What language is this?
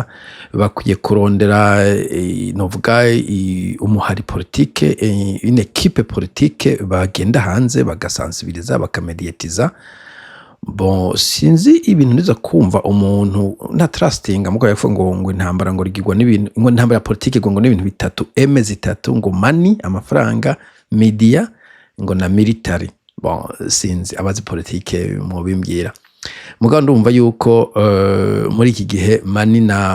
Rundi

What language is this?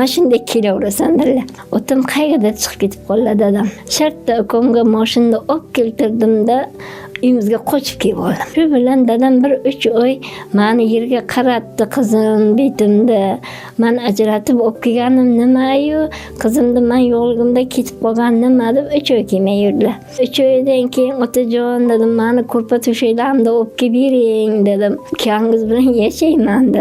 Uzbek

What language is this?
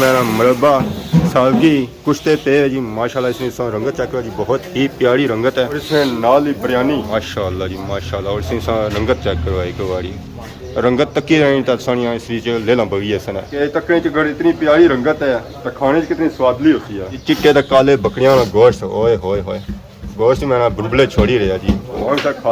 Pahari-Potwari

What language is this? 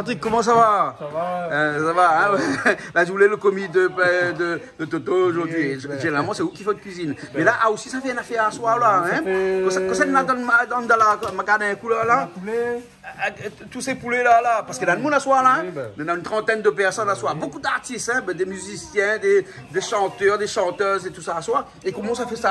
Réunion Creole French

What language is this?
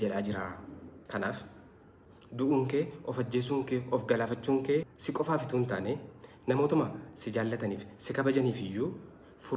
Oromo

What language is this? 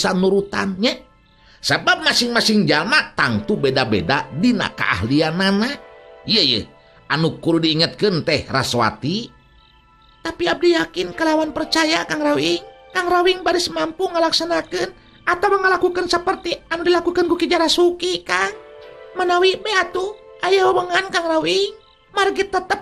Sundanese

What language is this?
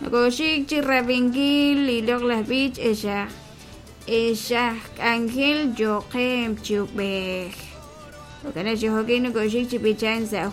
Kekchí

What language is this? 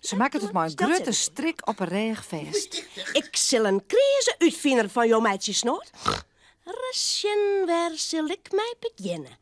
Western Frisian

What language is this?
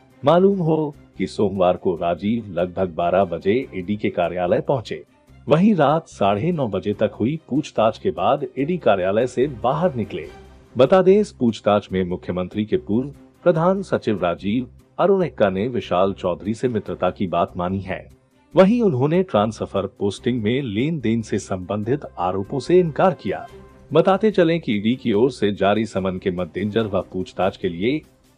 Hindi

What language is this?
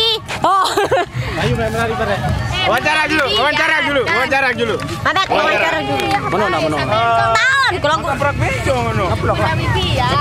Sasak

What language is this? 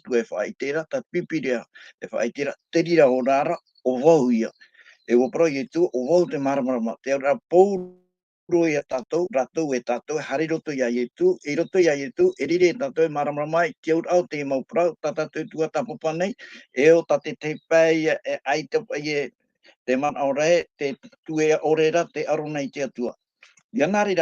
Tahitian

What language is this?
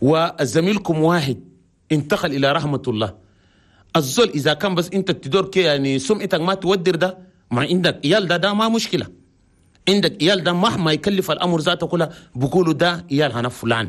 Chadian Arabic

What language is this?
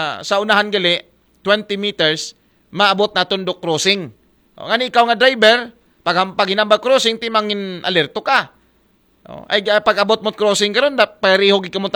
Aklanon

